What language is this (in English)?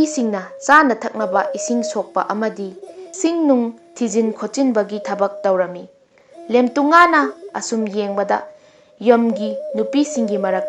Manipuri